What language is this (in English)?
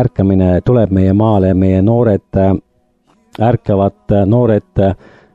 Estonian